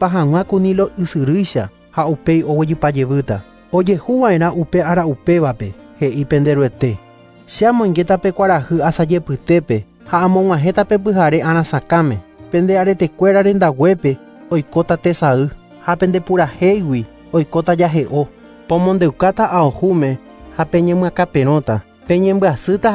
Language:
Guarani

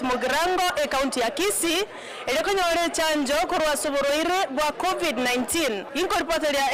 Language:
Gusii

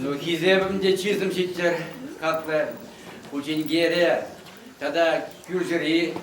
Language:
Chuvash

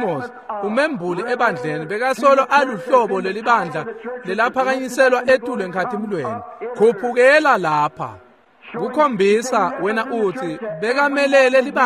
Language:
Swati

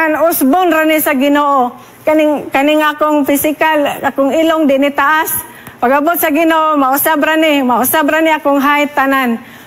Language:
Cebuano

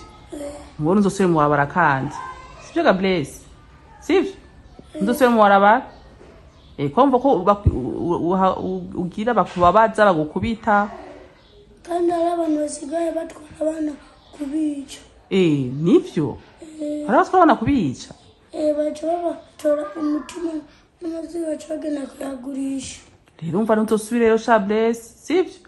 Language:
Rundi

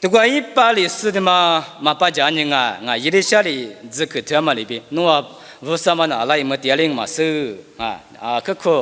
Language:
Lisu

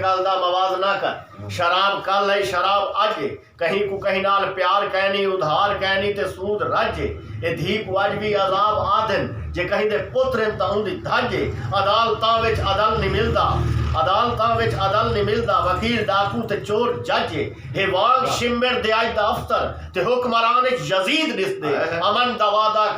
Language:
Saraiki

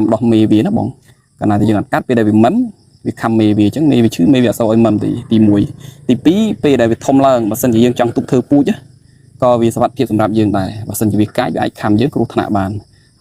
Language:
Khmer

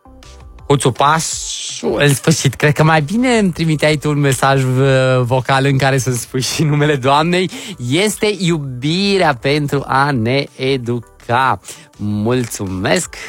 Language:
Romanian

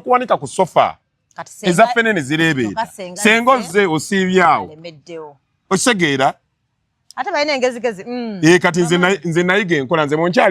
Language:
Ganda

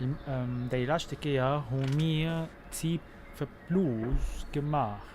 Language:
North Levantine Arabic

